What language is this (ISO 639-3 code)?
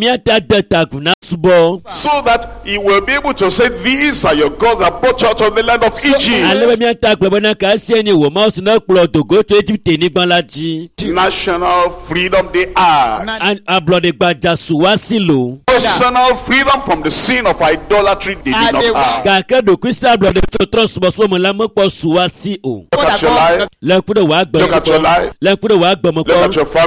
ewe